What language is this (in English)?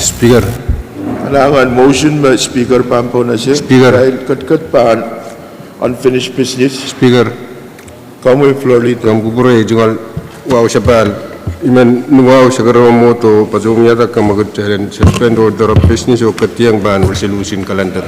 Pohnpeian